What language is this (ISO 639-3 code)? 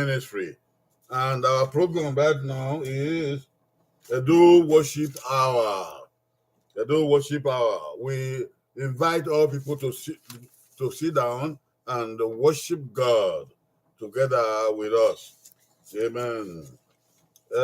bin